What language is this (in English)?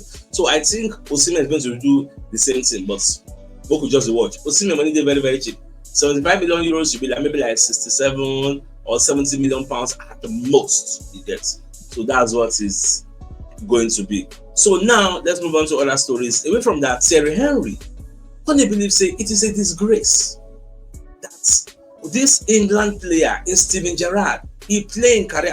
Nigerian Pidgin